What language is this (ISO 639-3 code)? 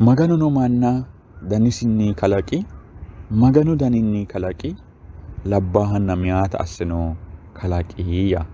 sid